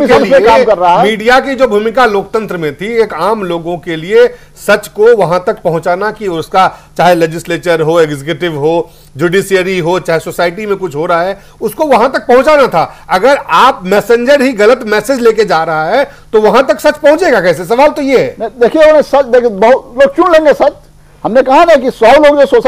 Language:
Hindi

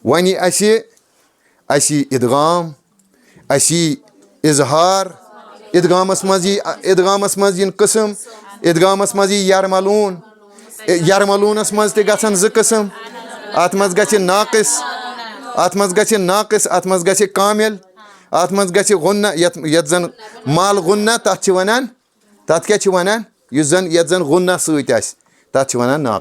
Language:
Kashmiri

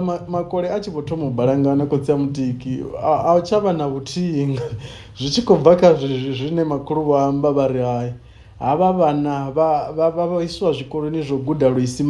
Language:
Venda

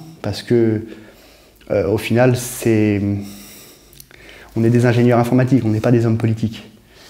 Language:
French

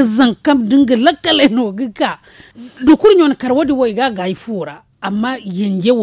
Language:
Zarma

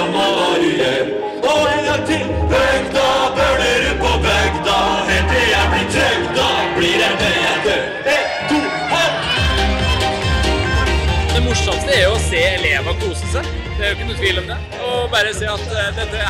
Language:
Norwegian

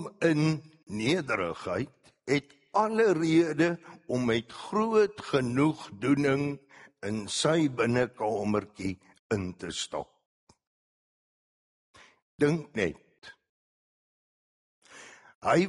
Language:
Afrikaans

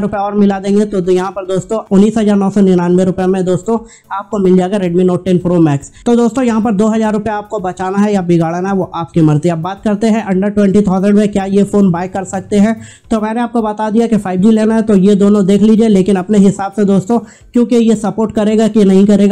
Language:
Hindi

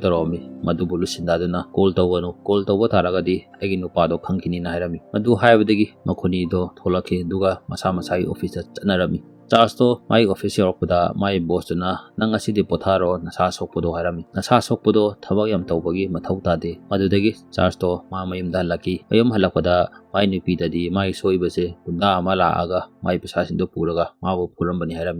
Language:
Manipuri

